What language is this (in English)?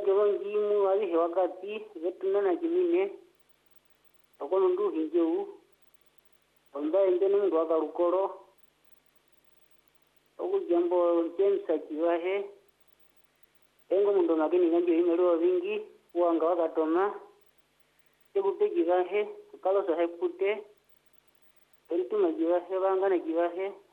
Swahili